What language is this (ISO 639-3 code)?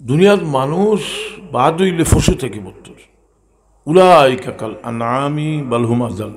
syl